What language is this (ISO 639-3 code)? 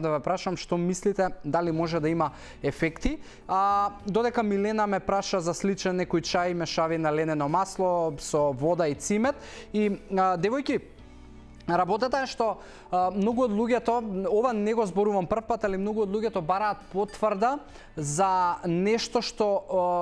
mkd